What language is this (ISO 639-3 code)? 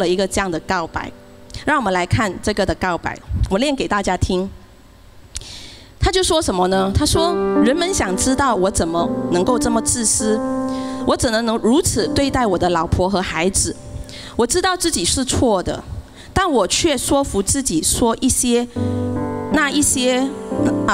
zho